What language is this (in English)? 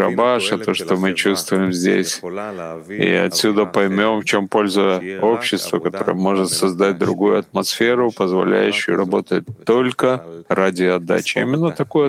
Russian